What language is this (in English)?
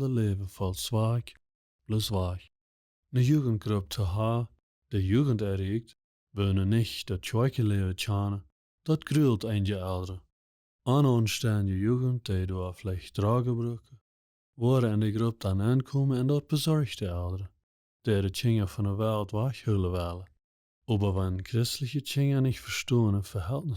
Plautdietsch